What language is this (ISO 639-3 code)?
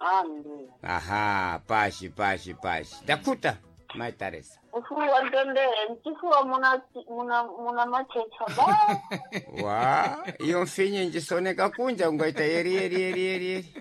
seh